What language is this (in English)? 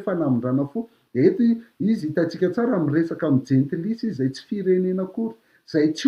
Malagasy